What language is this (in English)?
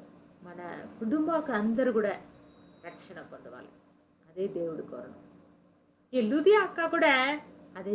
Koya